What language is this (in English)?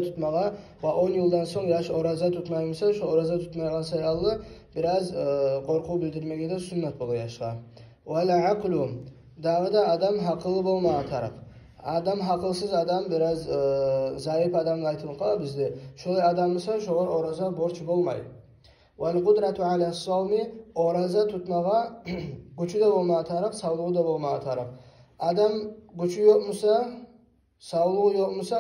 Kumyk